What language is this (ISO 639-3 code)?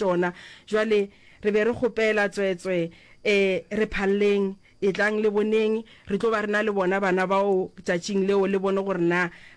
nso